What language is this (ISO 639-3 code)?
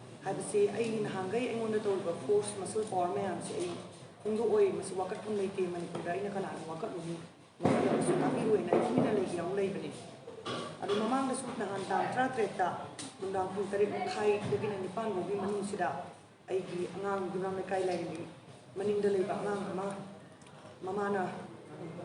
mni